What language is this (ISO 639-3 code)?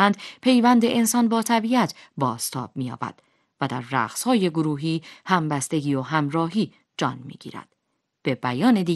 fas